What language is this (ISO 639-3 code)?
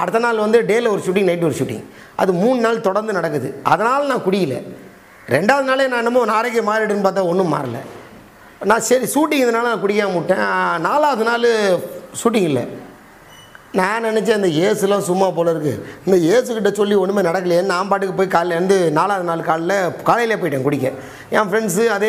tam